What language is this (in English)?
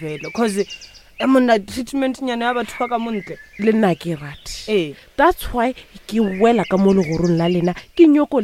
Northern Sotho